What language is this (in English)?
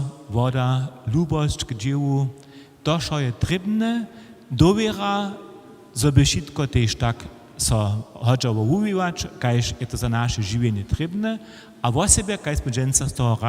Upper Sorbian